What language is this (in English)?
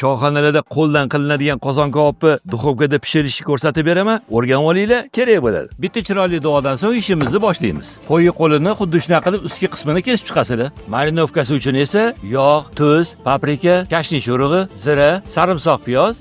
Uzbek